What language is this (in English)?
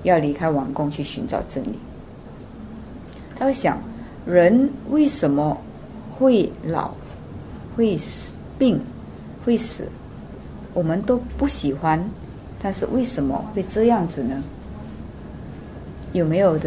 Chinese